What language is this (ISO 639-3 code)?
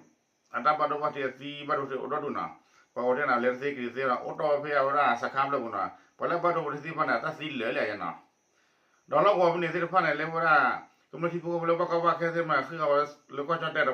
ksw